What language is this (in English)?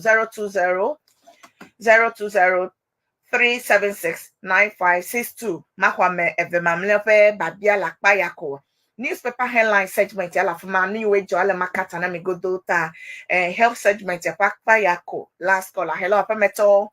Ewe